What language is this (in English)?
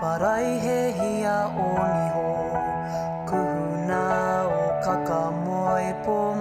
Māori